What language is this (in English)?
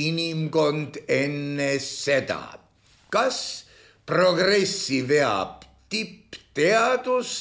Estonian